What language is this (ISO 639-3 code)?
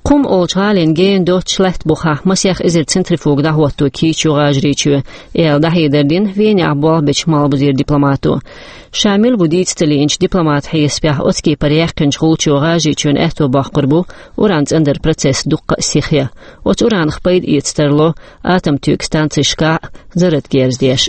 che